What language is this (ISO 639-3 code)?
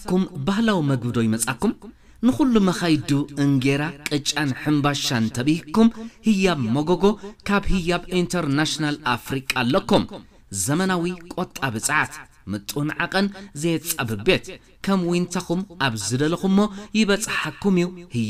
tir